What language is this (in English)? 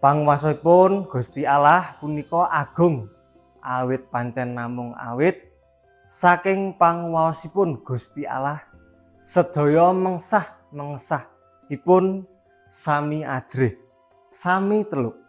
Javanese